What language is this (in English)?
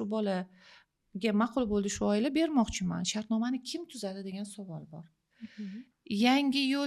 Uzbek